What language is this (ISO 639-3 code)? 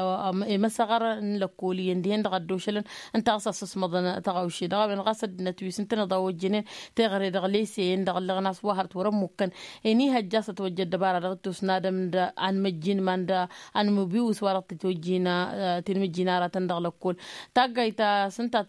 taq